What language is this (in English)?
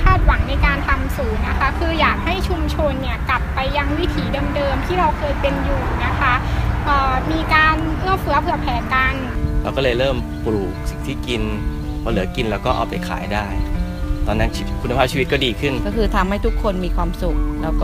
Thai